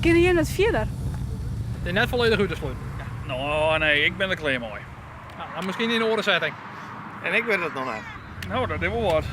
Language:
Western Frisian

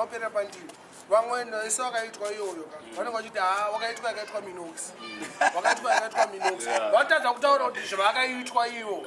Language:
Shona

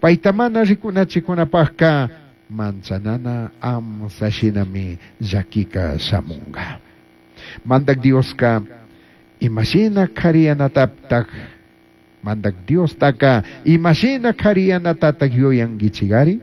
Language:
Chimborazo Highland Quichua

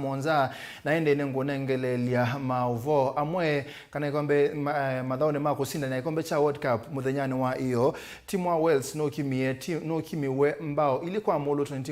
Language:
Kamba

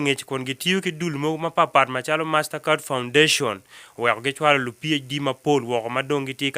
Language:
Acoli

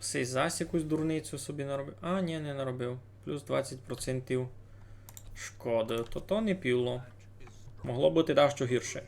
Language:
Rusyn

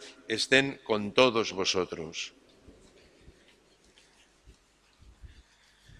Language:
Spanish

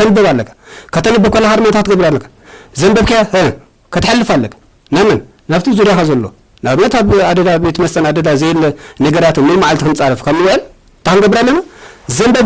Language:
Tigrinya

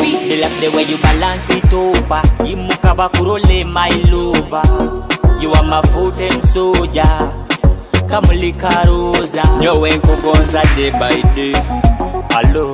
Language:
Nyoro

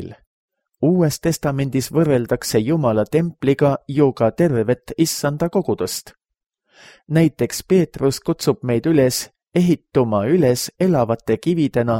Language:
Estonian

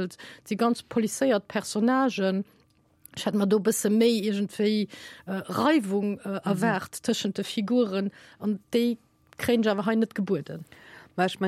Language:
Luxembourgish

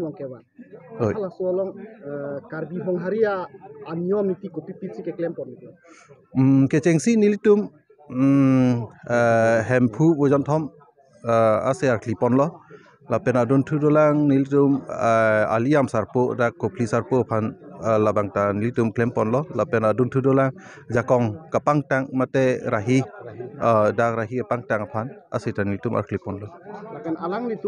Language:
Karbi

